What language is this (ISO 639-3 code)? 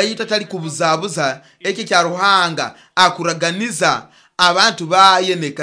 nyo